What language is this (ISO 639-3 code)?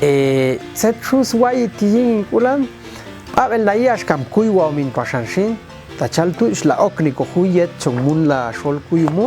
jac